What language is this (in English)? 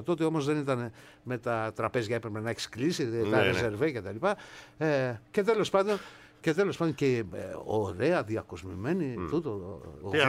Greek